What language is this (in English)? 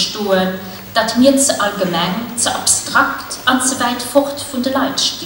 Luxembourgish